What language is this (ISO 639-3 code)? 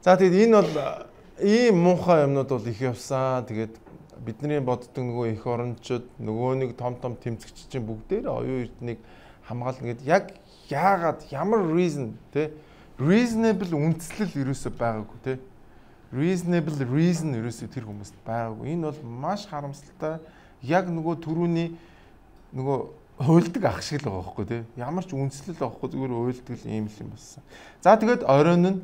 mon